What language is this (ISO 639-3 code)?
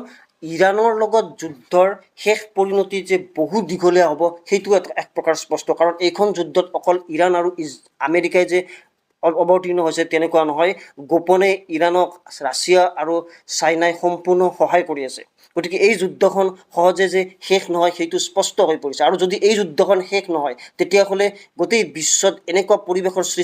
asm